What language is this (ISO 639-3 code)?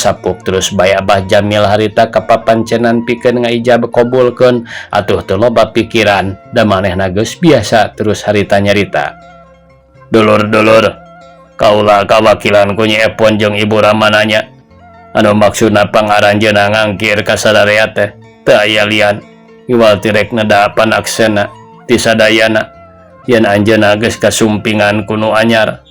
sun